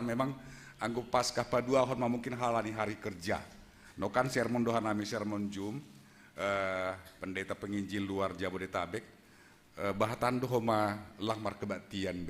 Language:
Batak Simalungun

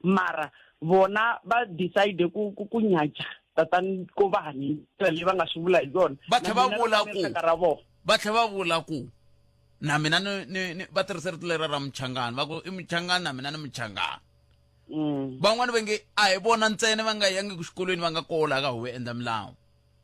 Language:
Tsonga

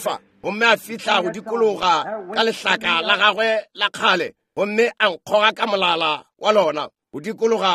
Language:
Northern Sotho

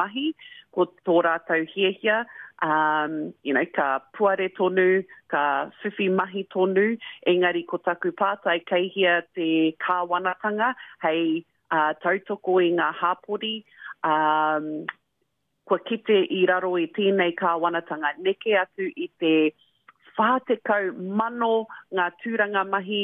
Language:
Māori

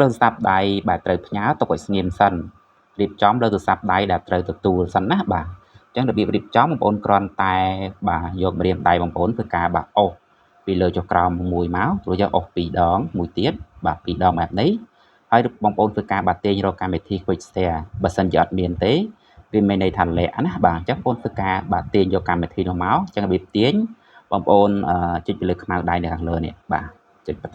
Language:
Khmer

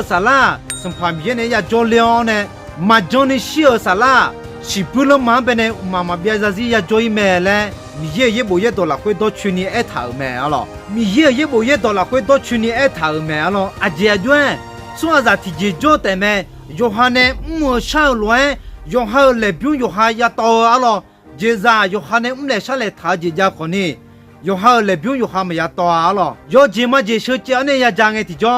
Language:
Akha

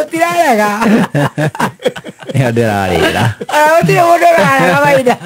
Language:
Kikuyu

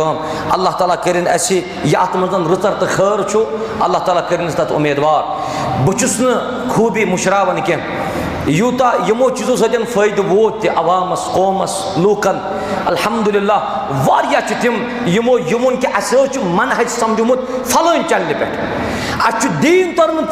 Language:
Kashmiri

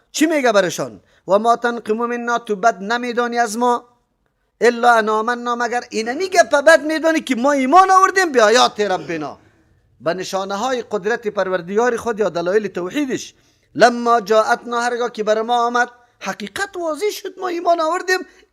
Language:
Persian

